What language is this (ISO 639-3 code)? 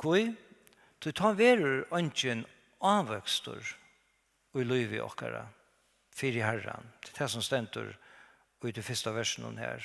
fao